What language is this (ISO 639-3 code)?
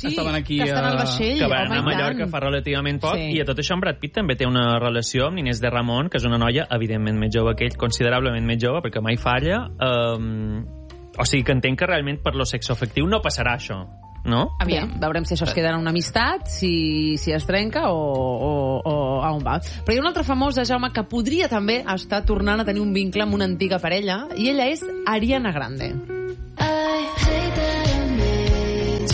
cat